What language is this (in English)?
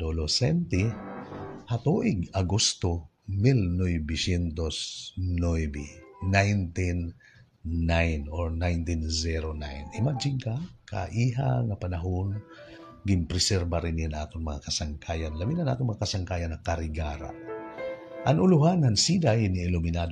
Waray